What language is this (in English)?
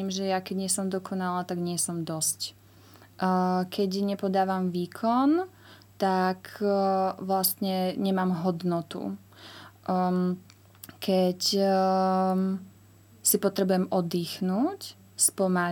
Slovak